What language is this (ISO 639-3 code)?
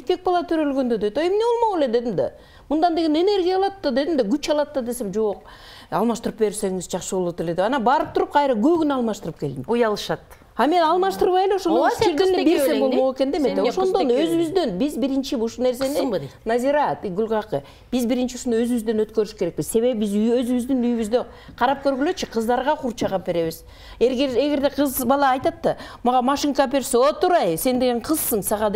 kir